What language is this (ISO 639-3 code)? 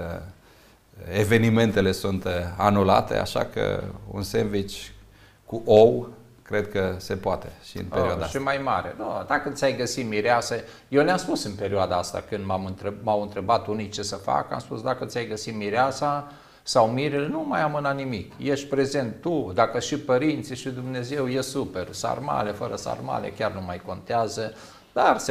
ron